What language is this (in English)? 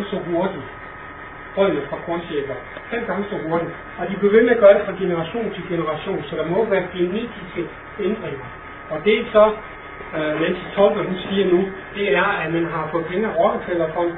Danish